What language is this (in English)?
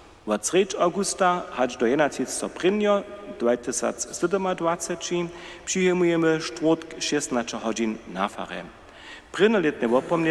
Upper Sorbian